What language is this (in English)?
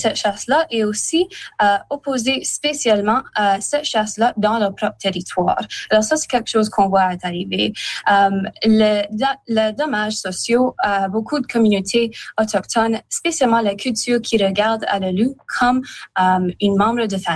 French